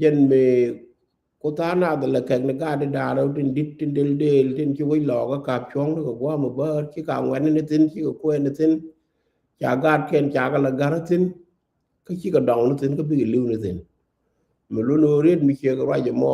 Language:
Nuer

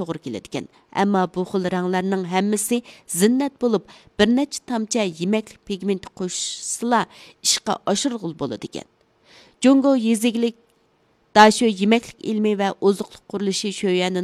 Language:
Uyghur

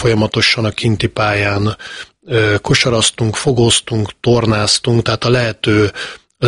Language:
Hungarian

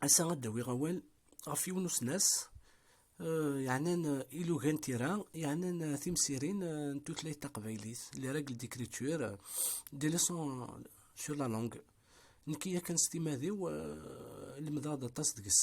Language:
Kabyle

